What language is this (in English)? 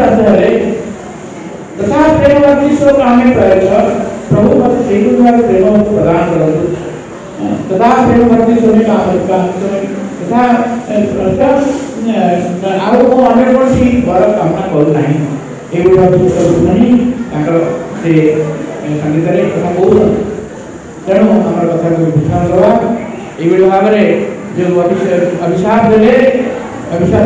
Odia